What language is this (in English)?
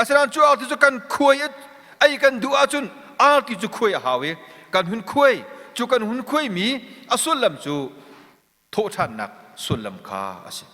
Hakha Chin